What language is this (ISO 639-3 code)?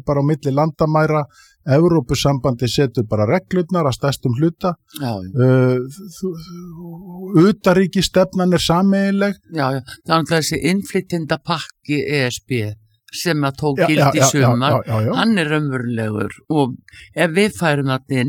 isl